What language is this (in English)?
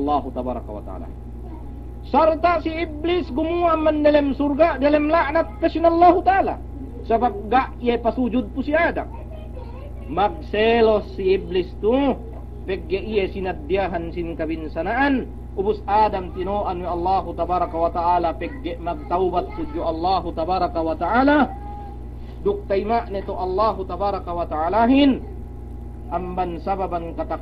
Yakan